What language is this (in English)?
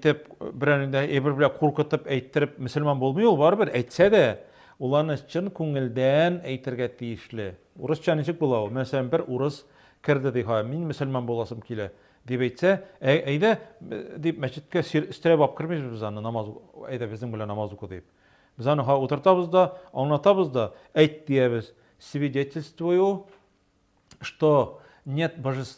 Tatar